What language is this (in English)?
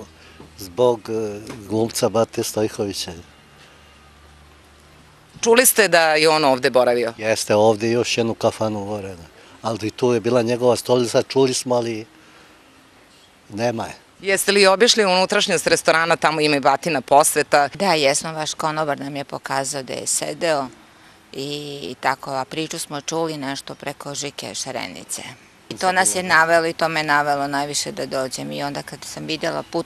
Serbian